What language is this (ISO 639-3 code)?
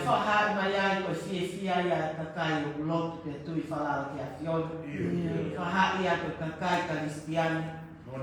ton